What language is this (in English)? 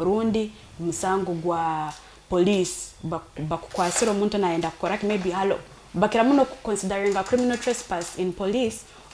Nyoro